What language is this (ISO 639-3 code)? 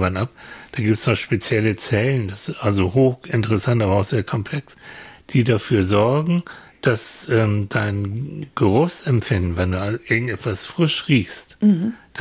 deu